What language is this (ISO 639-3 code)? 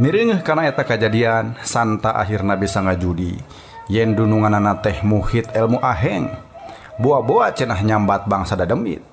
sun